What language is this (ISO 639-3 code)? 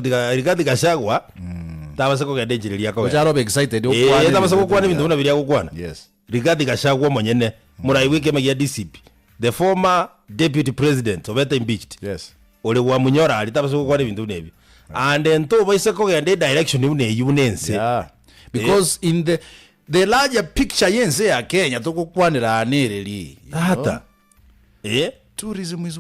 guz